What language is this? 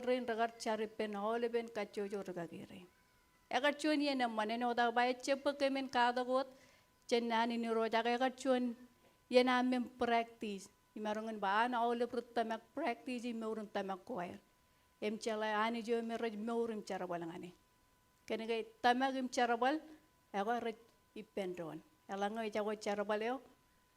Marshallese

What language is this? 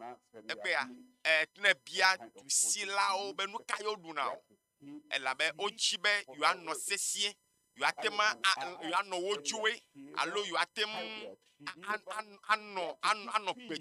Ewe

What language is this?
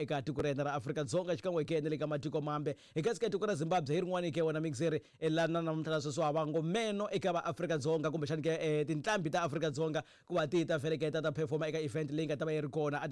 Tsonga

